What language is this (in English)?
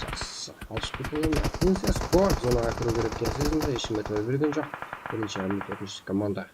Kara-Kalpak